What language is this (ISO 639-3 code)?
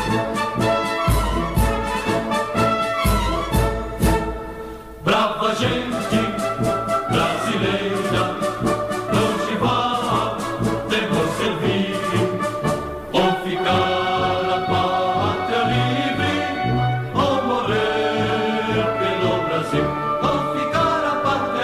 por